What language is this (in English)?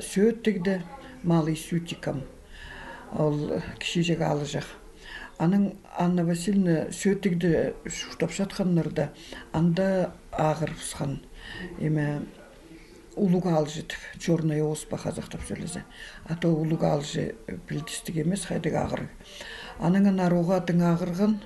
Khakas